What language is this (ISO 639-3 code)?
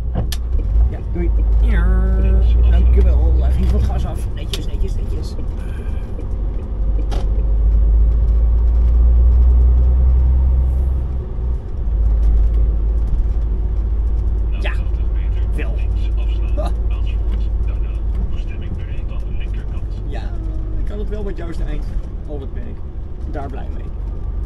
nld